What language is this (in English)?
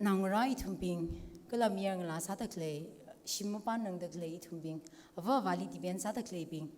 Tangkhul Naga (India)